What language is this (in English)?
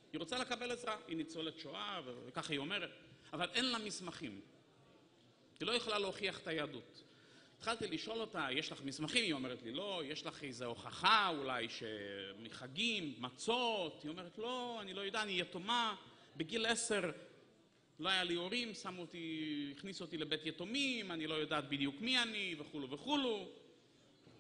Hebrew